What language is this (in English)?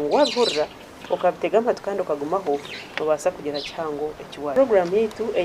Nyankole